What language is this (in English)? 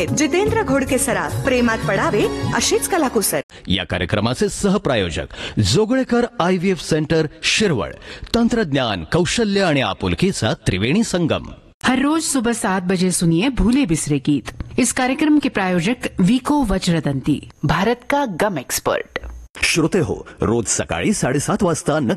Marathi